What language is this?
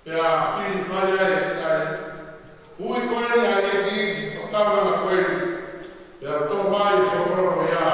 Tongan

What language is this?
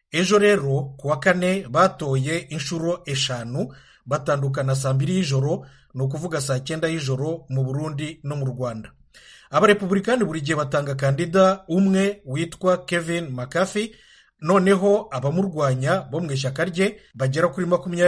Kinyarwanda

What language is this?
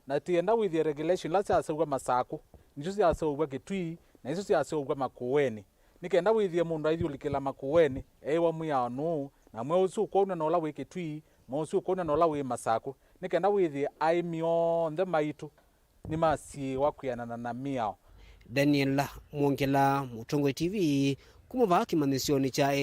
Kamba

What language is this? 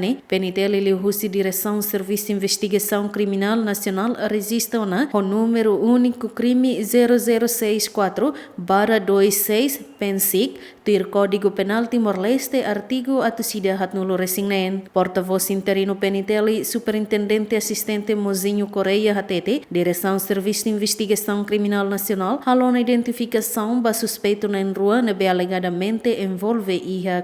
Tetum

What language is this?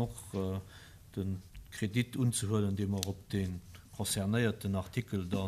Luxembourgish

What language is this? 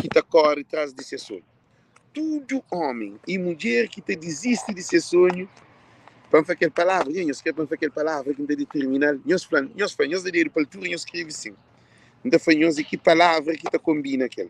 Kabuverdianu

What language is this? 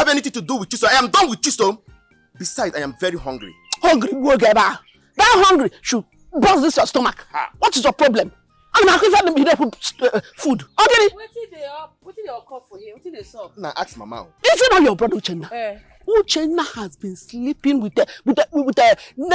Nigerian Pidgin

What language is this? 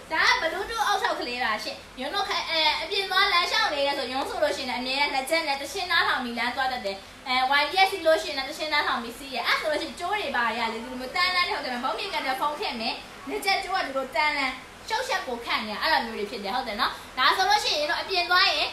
Burmese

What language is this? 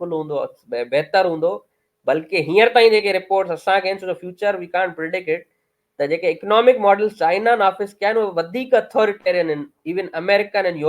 Sindhi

